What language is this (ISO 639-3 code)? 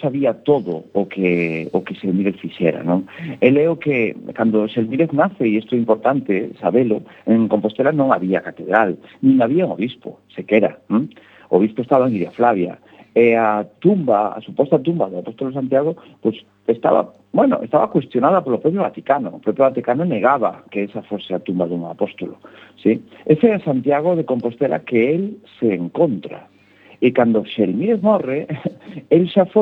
glg